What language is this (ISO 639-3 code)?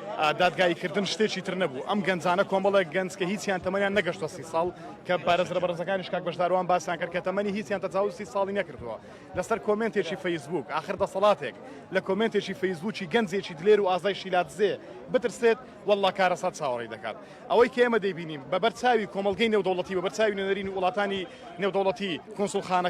ckb